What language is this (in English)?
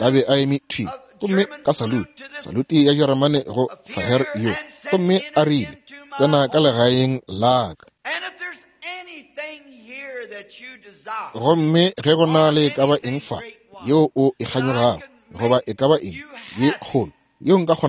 Northern Sotho